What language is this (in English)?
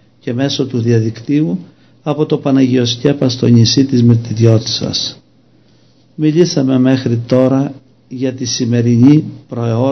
Greek